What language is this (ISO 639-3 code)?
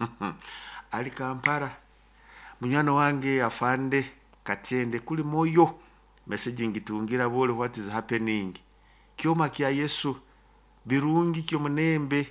nyo